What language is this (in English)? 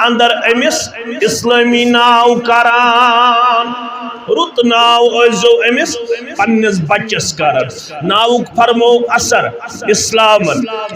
Kashmiri